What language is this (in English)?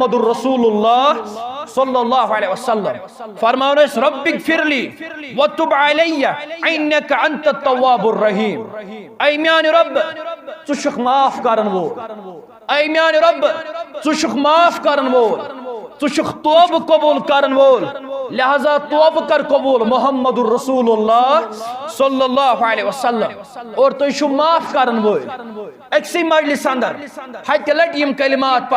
Kashmiri